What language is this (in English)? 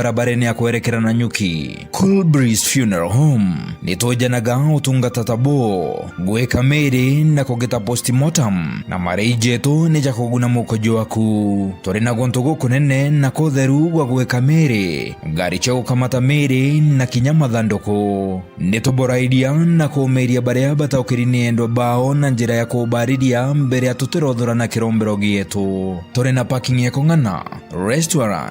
Meru